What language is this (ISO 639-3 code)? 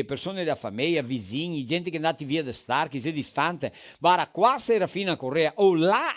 vec